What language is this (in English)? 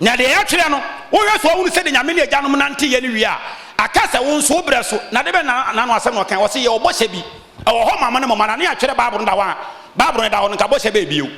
Akan